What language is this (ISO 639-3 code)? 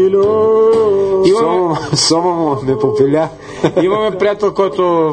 bul